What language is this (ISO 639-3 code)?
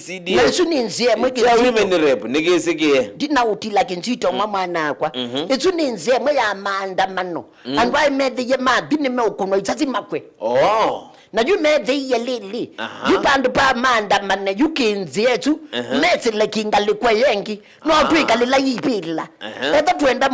kam